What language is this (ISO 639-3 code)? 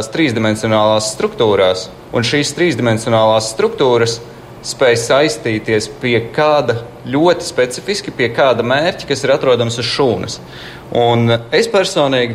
lav